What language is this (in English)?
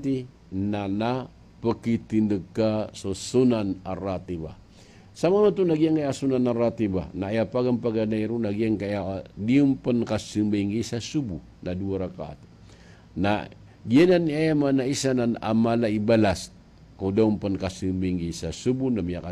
Maranao